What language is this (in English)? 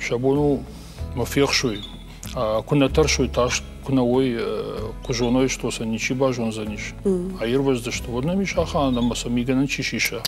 Ossetic